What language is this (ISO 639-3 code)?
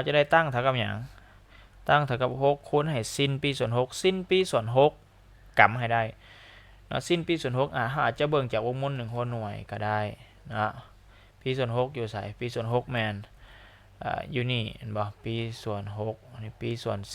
lao